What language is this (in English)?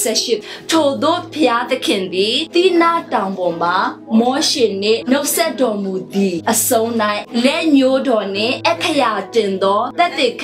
Burmese